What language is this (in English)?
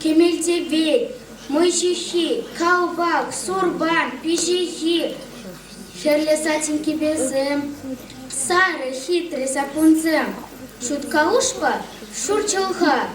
Chuvash